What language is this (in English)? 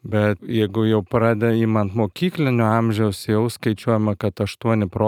Lithuanian